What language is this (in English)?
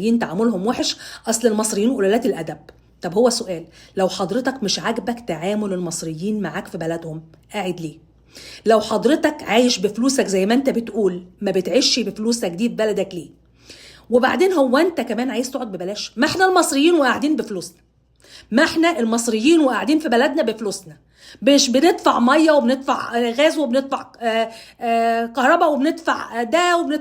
Egyptian Arabic